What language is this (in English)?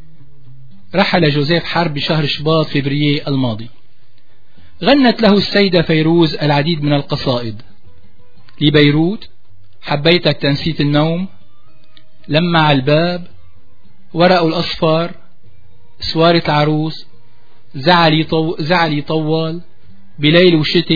Arabic